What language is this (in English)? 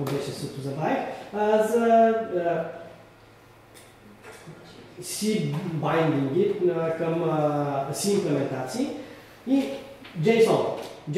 Bulgarian